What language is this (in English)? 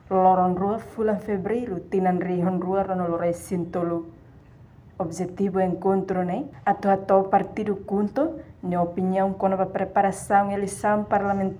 Tetum